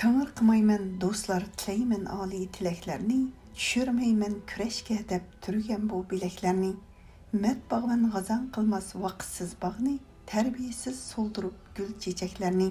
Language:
Uyghur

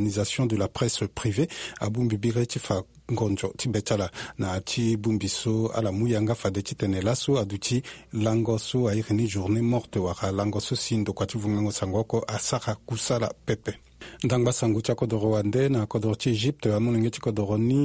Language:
Sango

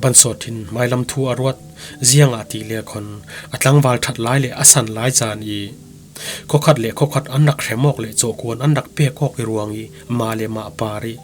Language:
Falam Chin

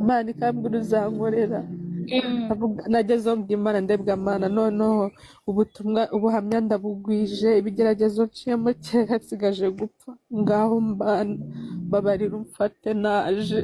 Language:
Kinyarwanda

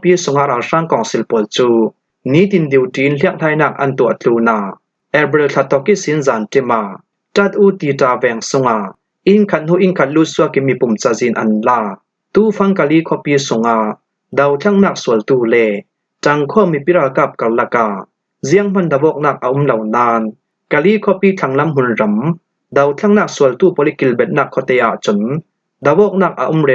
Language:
Falam Chin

